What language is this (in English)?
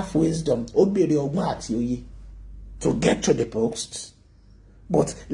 Yoruba